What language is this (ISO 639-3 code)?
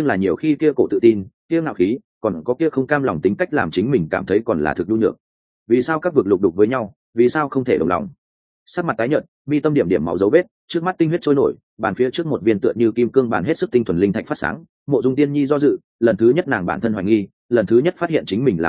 vie